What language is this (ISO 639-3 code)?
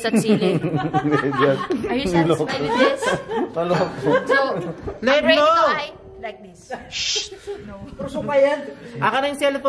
fil